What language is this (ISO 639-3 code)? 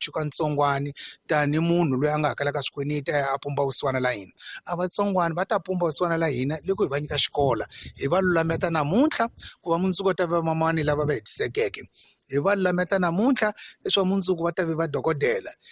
tso